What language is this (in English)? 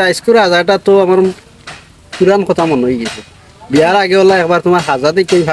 Sylheti